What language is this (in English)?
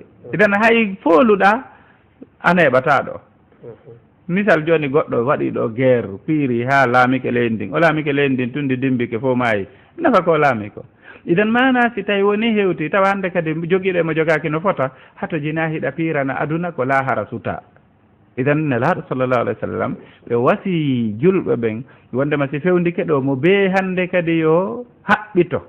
Fula